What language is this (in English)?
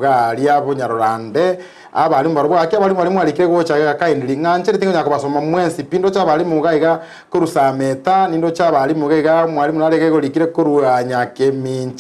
Gusii